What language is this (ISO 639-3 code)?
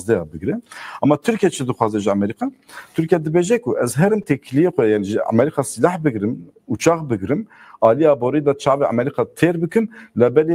kur